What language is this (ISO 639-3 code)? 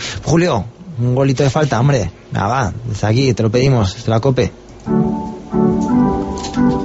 spa